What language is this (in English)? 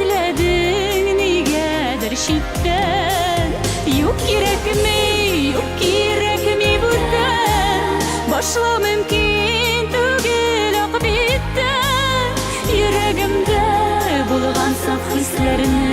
Tatar